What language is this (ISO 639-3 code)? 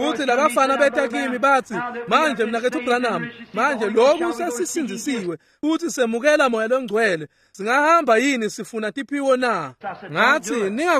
ssw